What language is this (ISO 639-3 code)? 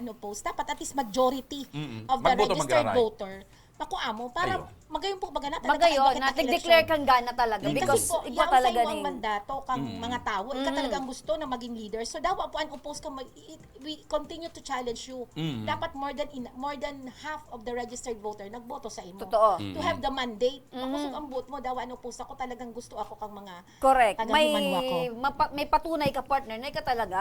bik